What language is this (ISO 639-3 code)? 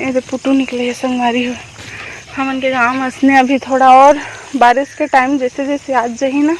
hne